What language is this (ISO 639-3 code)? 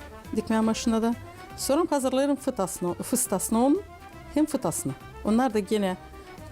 gag